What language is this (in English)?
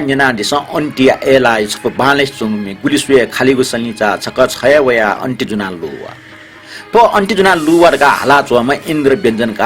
Newari